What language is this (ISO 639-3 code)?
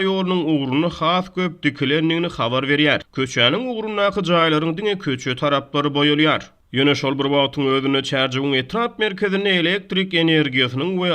tuk